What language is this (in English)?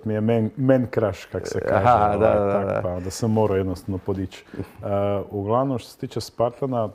Croatian